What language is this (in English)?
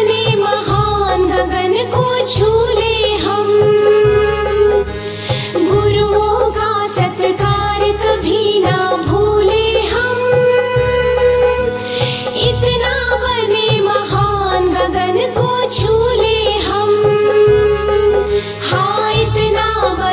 Hindi